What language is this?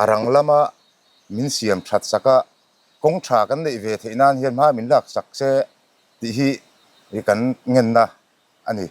Mizo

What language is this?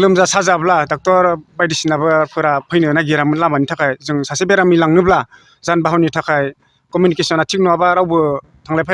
Bodo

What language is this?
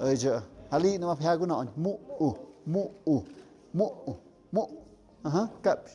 Tlahuitoltepec Mixe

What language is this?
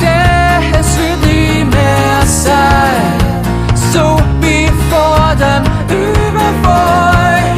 Bavarian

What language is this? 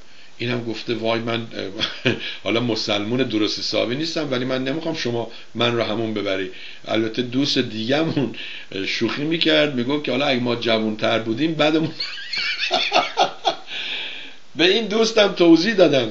Persian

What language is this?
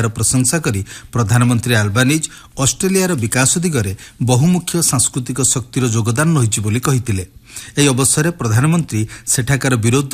Odia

